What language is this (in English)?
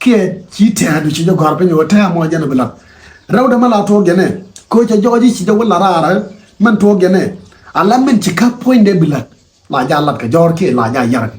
Nuer